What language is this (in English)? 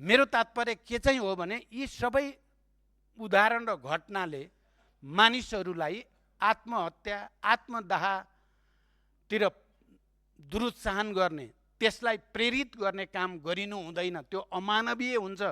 Nepali